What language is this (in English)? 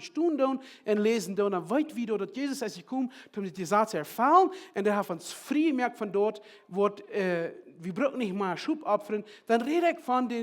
Plautdietsch